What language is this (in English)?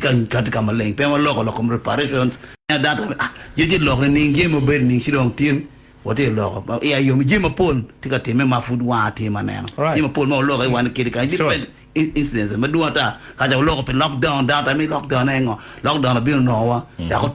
Acoli